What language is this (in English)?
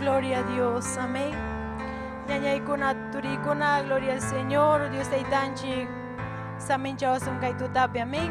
Ayacucho Quechua